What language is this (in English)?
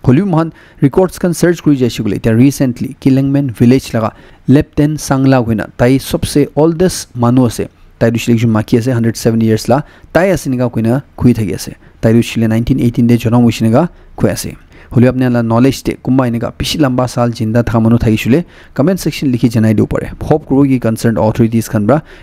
Naga Pidgin